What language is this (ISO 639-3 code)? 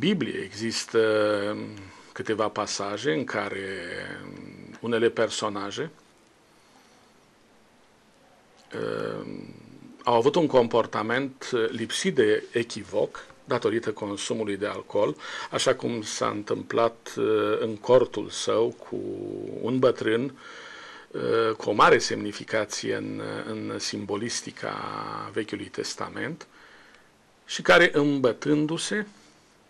ron